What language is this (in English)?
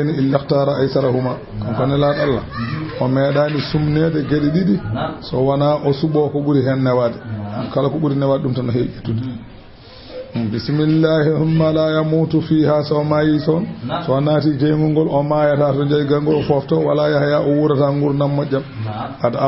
Fula